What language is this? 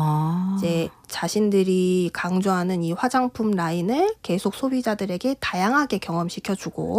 Korean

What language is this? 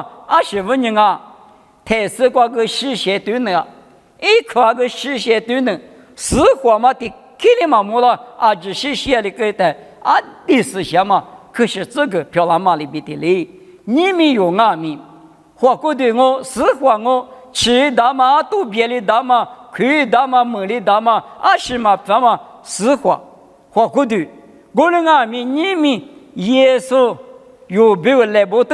Lisu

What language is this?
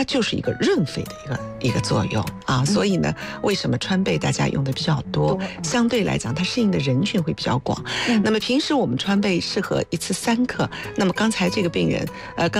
Chinese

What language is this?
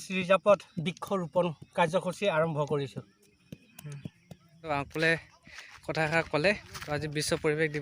Assamese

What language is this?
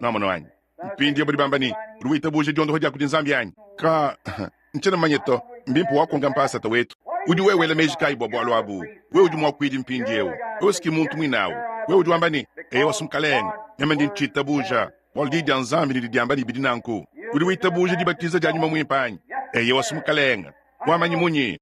Luba-Lulua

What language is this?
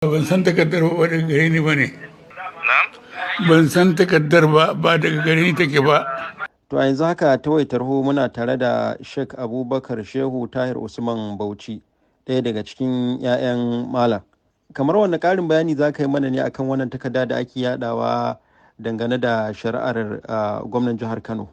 Hausa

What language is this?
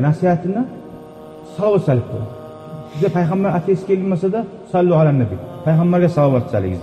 Kumyk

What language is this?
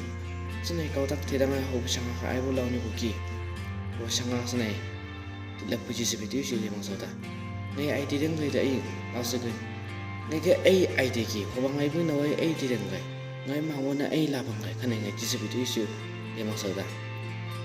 Chang Naga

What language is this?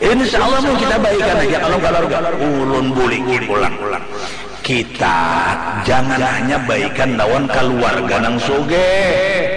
Banjar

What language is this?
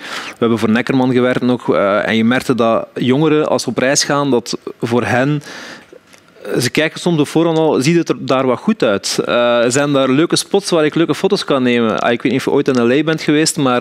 Dutch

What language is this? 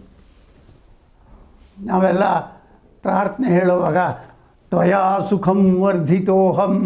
Kannada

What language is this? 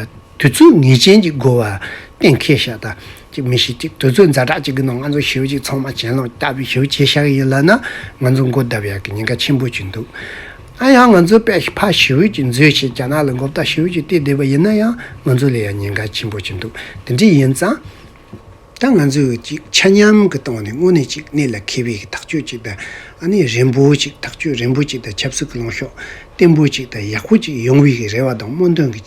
Tibetan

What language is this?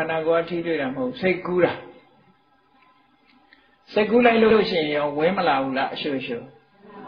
Burmese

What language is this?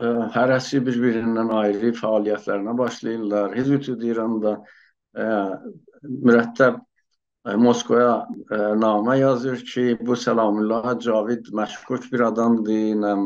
South Azerbaijani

